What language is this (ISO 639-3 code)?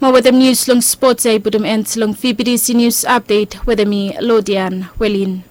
bis